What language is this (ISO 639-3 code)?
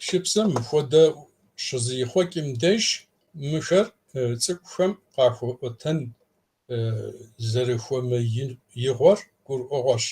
kbd